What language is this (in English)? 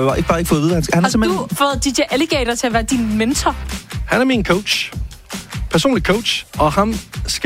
Danish